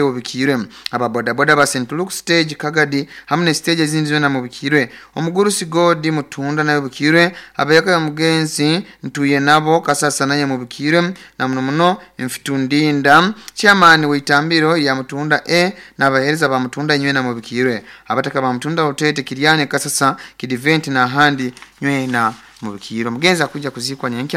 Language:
Nyoro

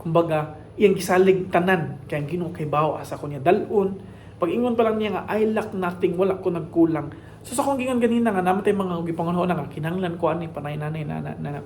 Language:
Cebuano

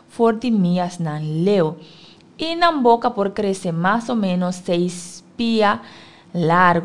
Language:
Papiamento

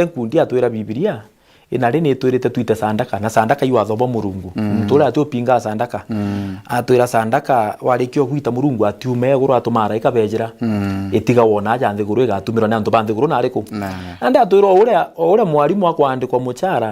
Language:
Meru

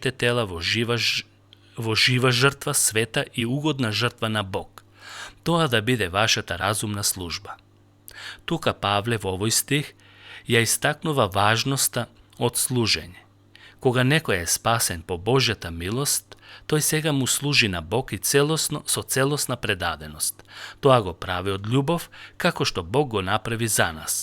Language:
Macedonian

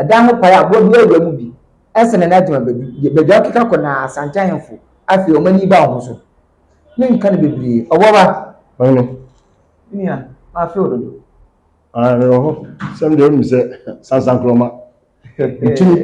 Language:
Akan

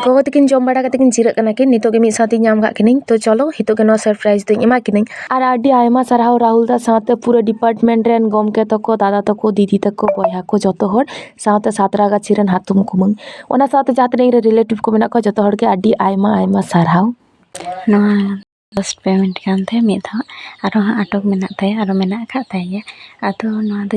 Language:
Santali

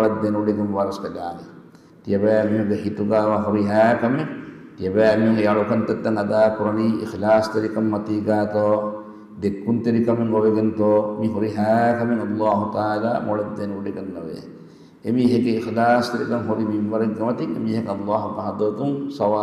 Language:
Divehi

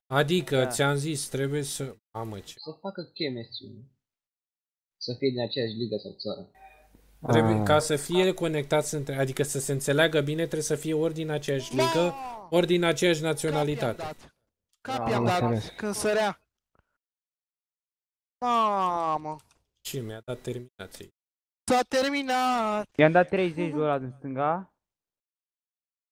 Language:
Romanian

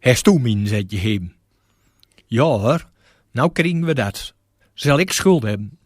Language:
Gronings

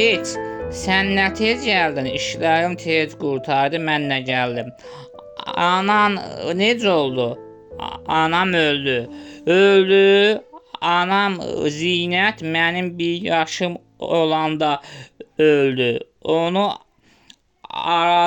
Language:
Azerbaijani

